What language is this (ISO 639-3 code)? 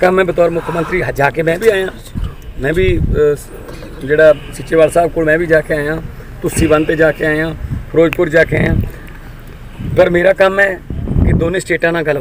pan